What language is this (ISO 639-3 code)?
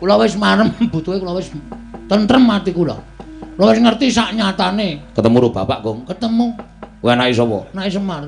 jav